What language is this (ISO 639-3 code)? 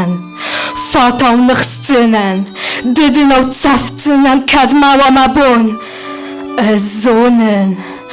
oss